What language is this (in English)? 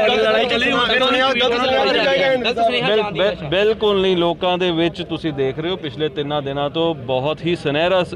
Punjabi